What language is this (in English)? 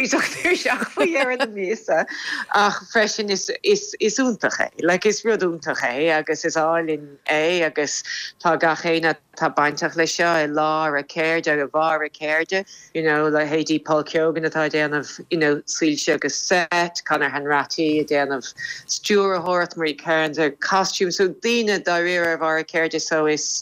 Irish